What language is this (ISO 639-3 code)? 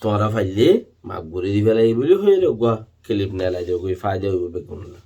rhg